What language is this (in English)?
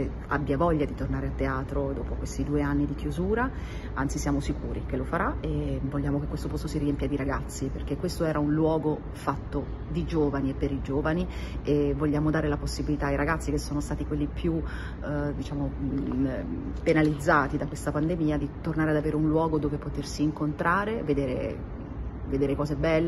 Italian